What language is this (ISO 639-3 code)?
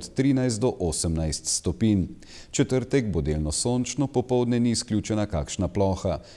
slv